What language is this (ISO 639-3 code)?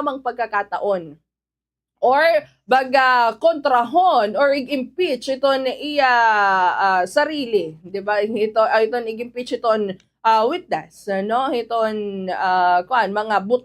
war